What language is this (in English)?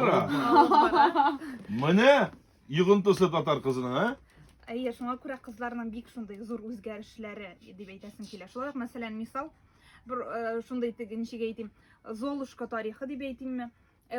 Tatar